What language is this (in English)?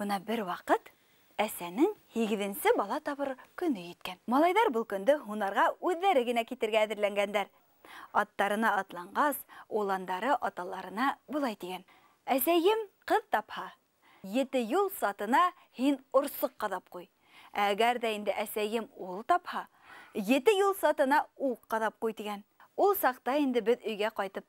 Bashkir